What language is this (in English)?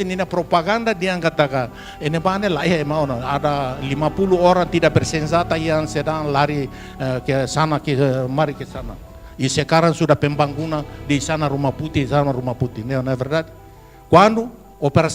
Tetum